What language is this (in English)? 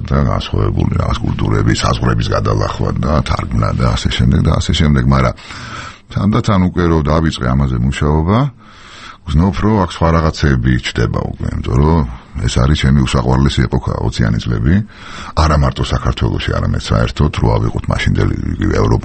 Georgian